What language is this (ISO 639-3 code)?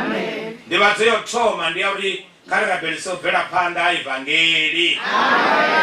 ven